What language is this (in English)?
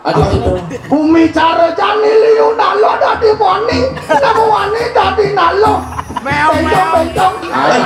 Balinese